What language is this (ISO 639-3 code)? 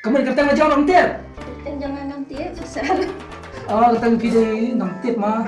kha